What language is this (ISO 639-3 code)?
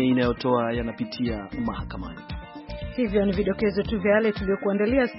swa